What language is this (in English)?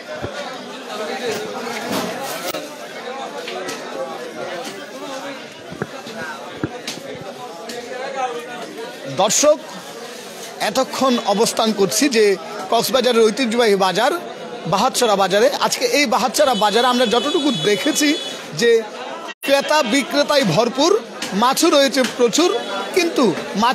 Bangla